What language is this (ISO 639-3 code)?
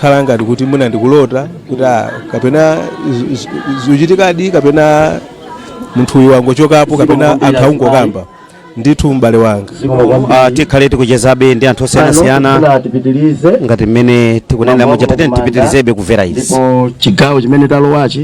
nya